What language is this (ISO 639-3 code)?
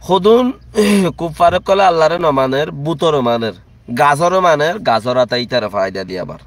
rhg